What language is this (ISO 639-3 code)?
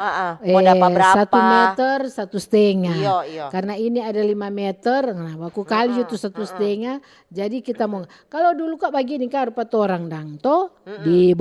xmm